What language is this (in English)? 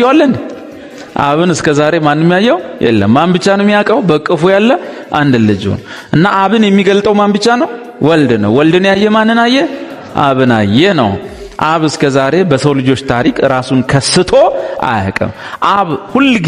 Amharic